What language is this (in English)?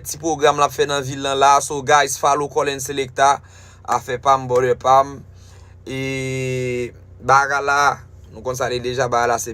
Haitian Creole